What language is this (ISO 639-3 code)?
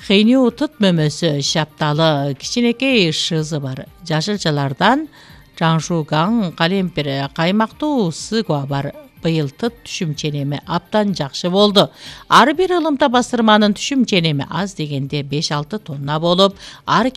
kir